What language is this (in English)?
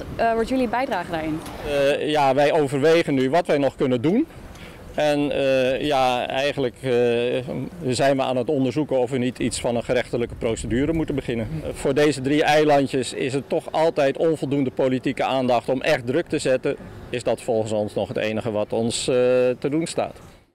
Dutch